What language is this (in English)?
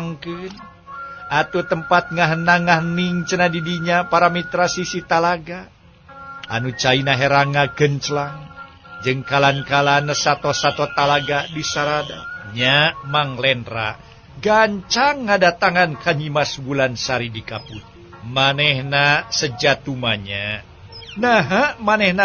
Sundanese